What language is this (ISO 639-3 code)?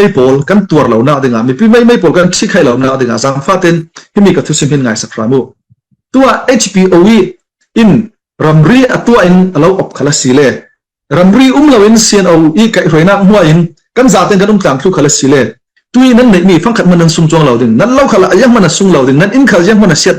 cfm